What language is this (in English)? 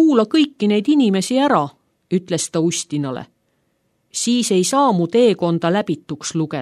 Estonian